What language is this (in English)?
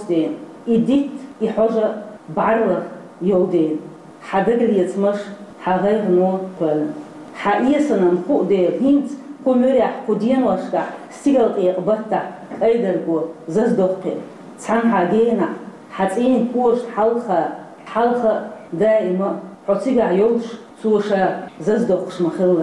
Chechen